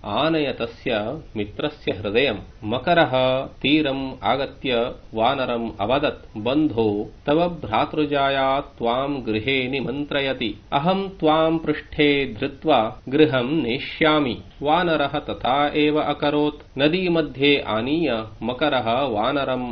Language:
Sanskrit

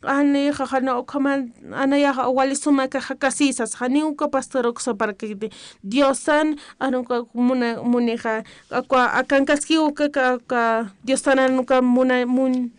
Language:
Aymara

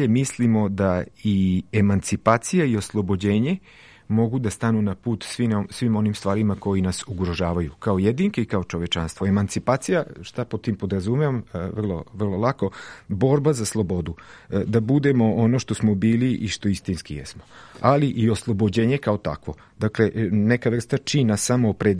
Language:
Serbian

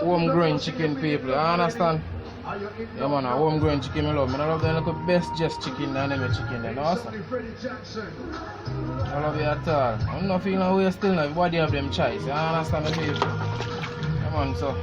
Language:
Jamaican Creole English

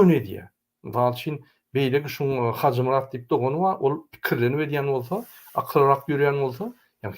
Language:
Turkmen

